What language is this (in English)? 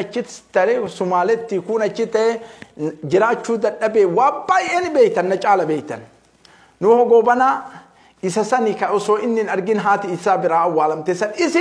Oromo